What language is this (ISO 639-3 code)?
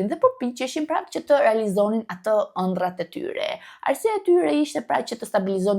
sqi